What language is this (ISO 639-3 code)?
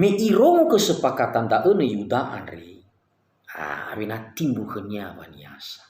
nia